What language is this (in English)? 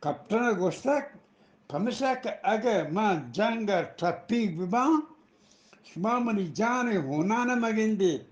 Eastern Balochi